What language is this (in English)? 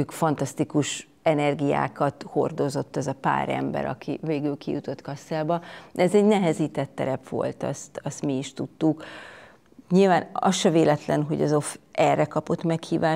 Hungarian